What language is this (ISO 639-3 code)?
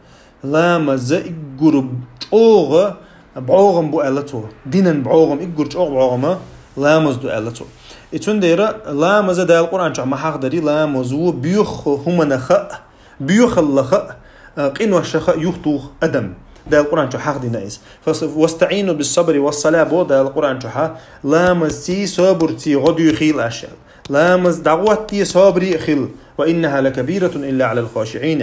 che